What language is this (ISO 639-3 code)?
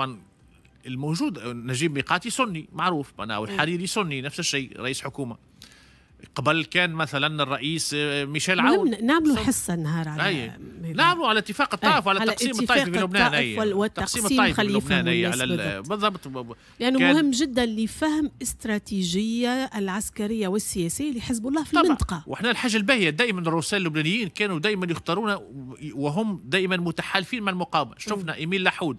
aeb